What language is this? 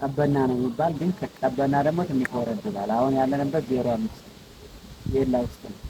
Amharic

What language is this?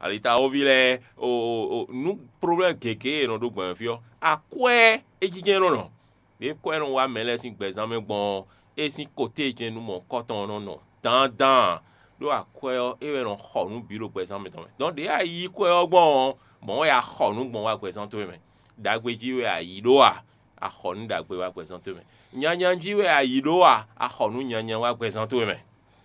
Fon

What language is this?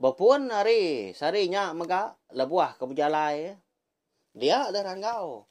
Iban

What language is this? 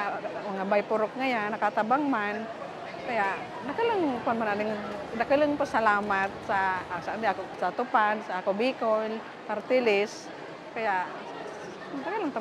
Bikol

